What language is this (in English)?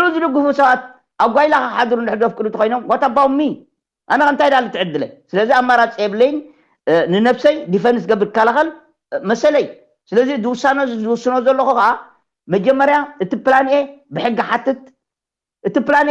Tigrinya